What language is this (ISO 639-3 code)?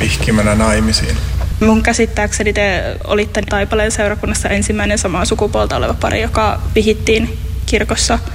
fin